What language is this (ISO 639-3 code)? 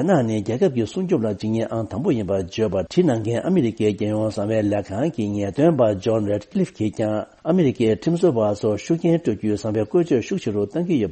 bod